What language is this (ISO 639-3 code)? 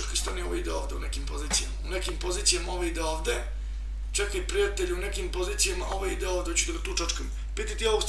srp